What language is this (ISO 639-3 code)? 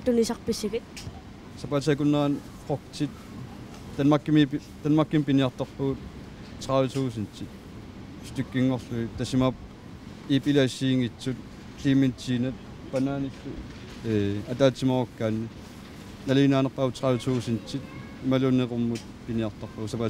kal